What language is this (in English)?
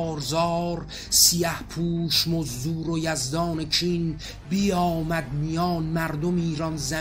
Persian